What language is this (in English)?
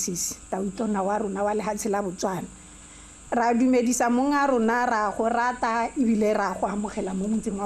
Tswana